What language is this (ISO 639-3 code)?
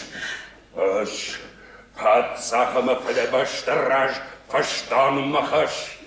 oss